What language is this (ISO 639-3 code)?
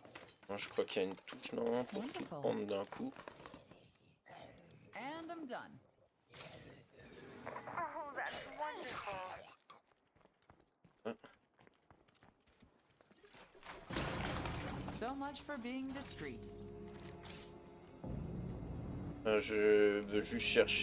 fra